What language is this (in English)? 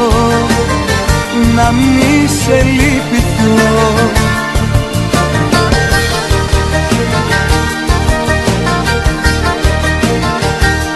Greek